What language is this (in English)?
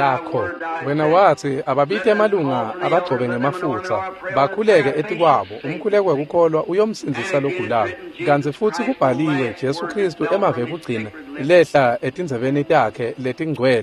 Swati